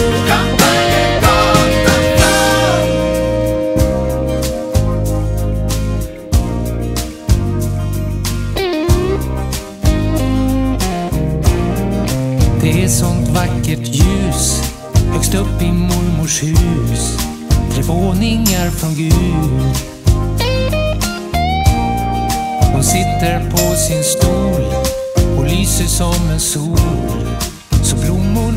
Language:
Swedish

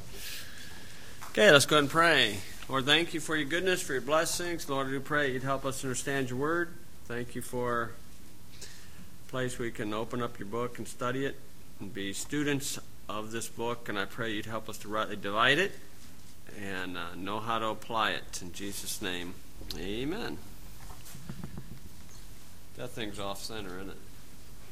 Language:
English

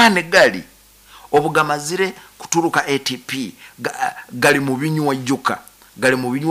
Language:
Nyoro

